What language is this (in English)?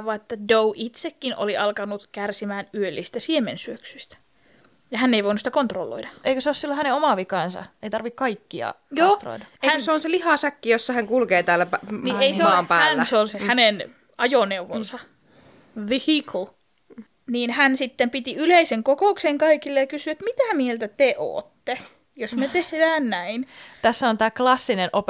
Finnish